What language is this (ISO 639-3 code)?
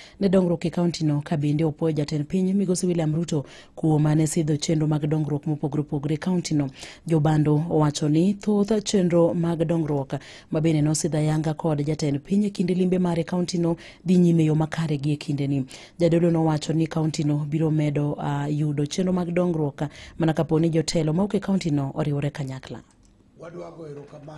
luo